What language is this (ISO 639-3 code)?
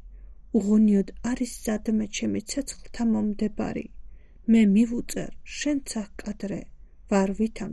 kat